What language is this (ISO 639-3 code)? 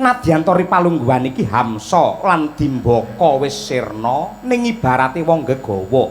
jav